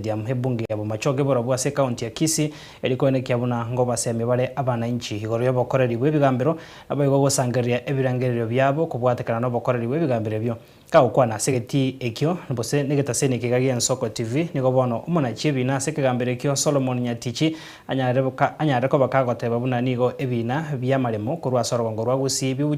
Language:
Gusii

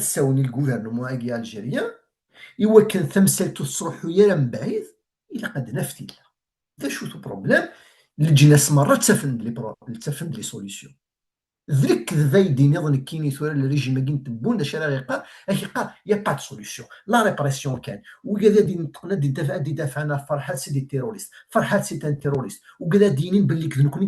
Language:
Kabyle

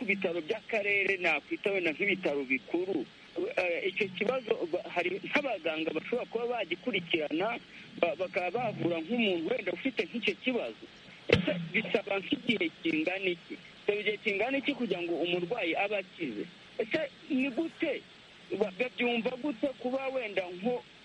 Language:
Kinyarwanda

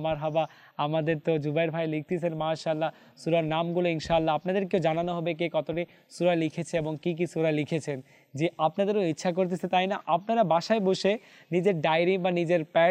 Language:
Bangla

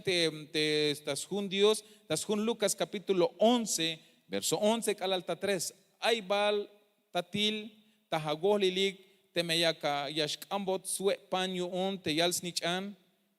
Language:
Tzeltal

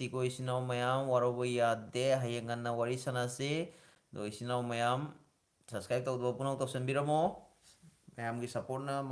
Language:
Manipuri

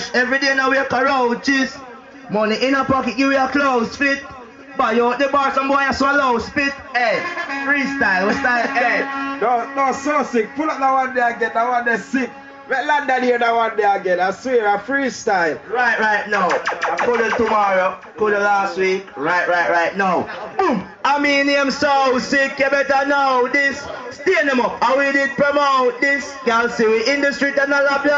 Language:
Jamaican Creole English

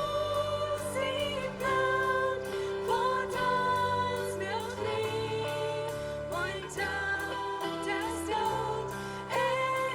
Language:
Plautdietsch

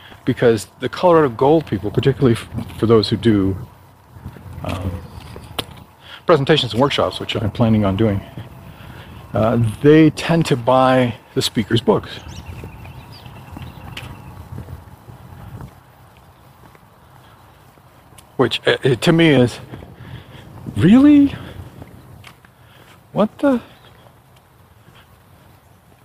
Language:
English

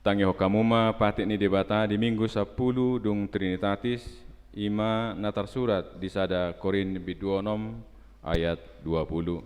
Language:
Batak Toba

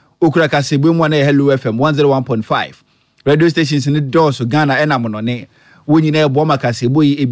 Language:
Akan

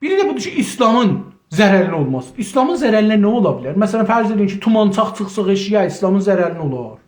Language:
South Azerbaijani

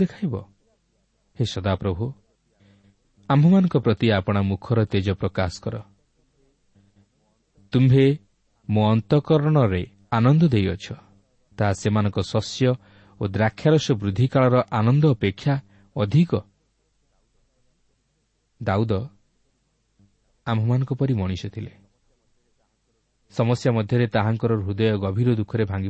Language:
Odia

